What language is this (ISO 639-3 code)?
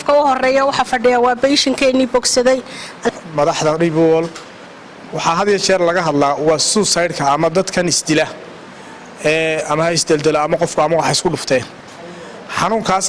som